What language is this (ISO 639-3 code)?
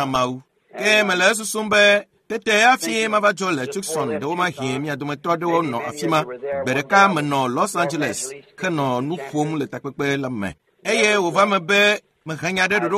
ewe